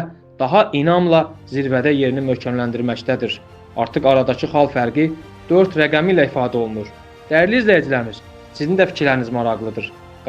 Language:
Azerbaijani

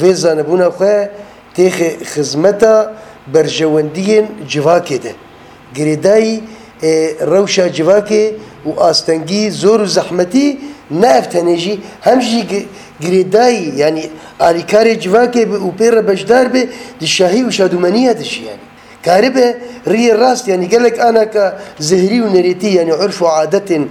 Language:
Kurdish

